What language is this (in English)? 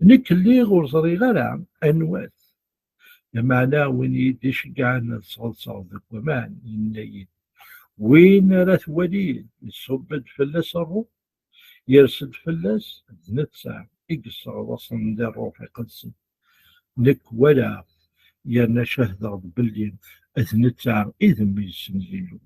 Kabyle